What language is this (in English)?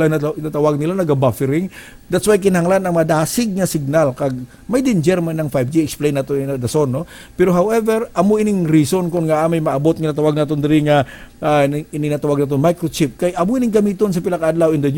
Hiligaynon